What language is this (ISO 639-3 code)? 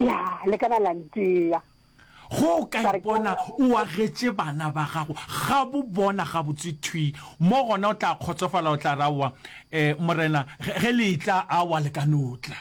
nso